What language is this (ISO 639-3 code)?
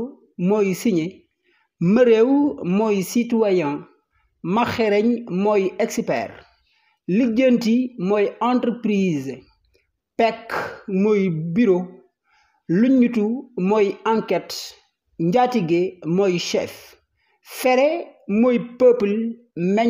wol